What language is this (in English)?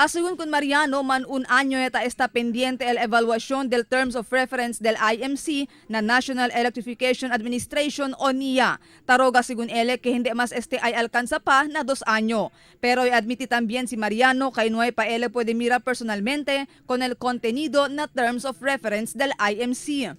Chavacano